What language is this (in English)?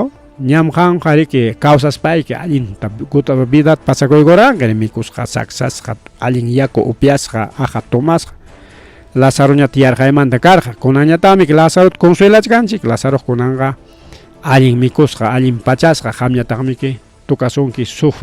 Ayacucho Quechua